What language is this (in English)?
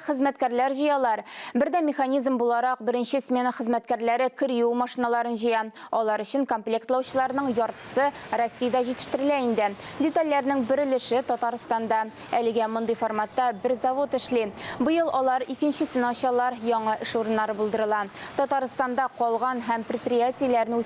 Tatar